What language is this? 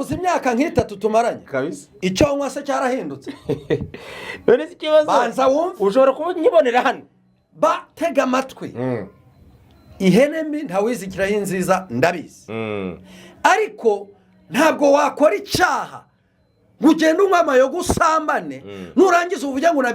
Kinyarwanda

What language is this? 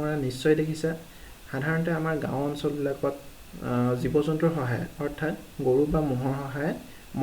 Assamese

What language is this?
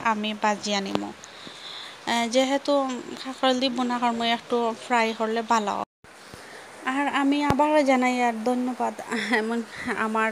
Sylheti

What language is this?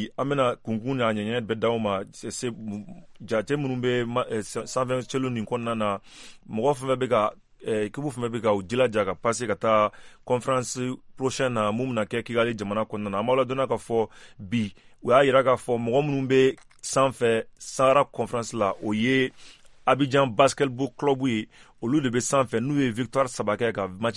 Bambara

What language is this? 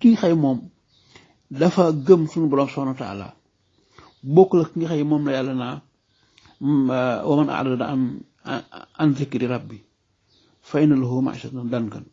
Wolof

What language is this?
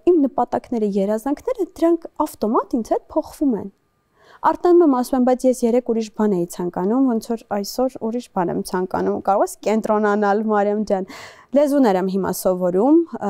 Armenian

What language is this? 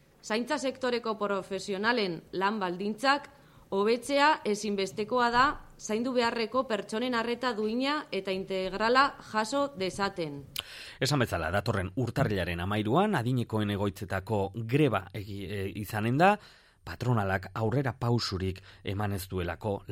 Basque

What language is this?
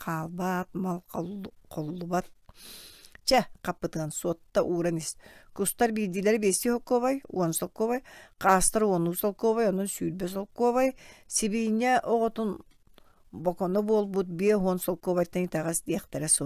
Yakut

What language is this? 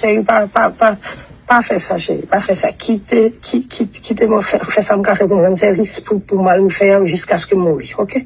Haitian Creole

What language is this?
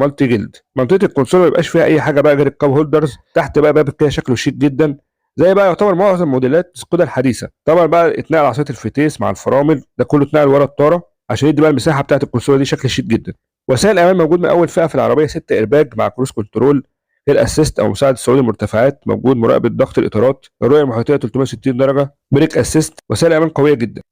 Egyptian Arabic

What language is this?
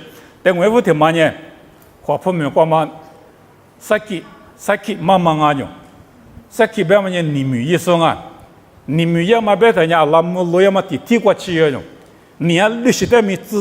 Lisu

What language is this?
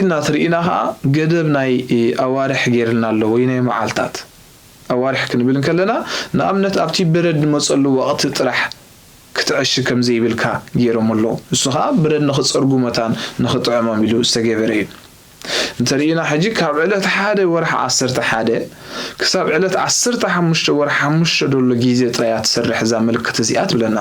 Tigrinya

